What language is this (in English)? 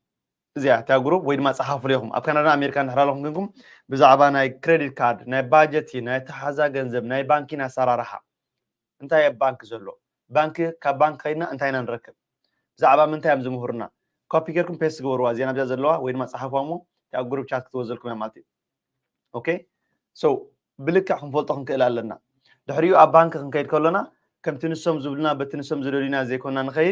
Tigrinya